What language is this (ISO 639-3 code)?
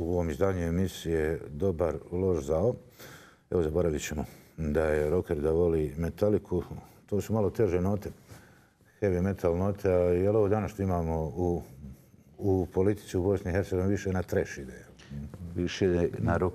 bos